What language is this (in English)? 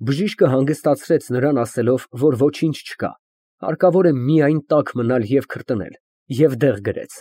Armenian